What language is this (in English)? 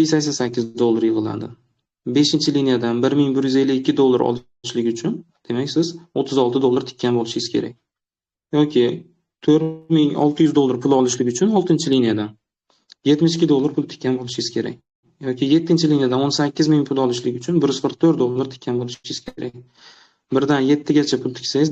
Uzbek